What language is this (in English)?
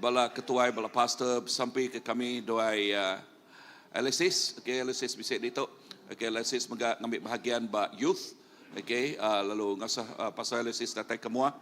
Iban